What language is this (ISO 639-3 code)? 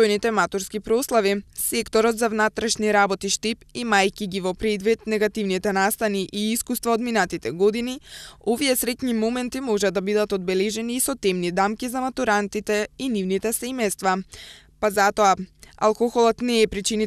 mkd